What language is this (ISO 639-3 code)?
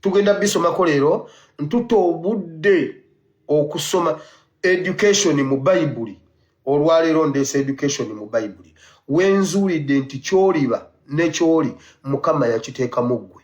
lug